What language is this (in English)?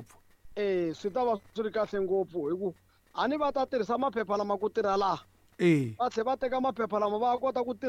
Tsonga